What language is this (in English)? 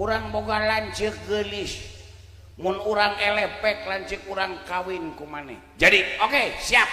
Sundanese